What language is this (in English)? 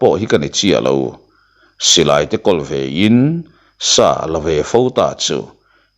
Mizo